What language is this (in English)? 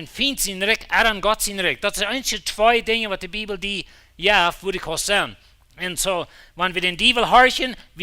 Plautdietsch